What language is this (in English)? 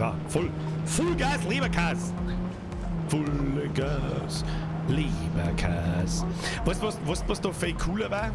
Bavarian